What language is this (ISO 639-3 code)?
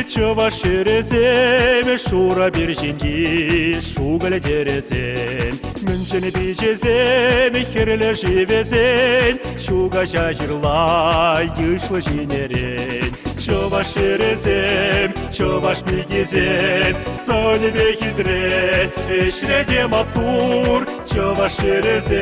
chv